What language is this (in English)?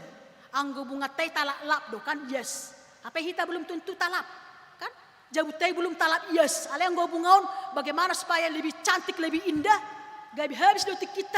Batak Toba